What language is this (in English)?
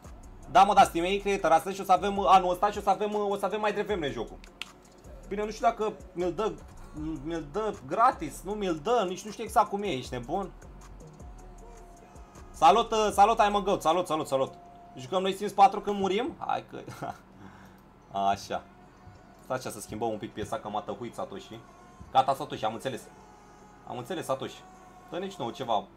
Romanian